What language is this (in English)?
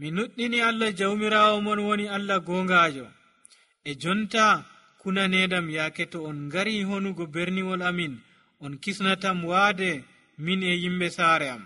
Nigerian Fulfulde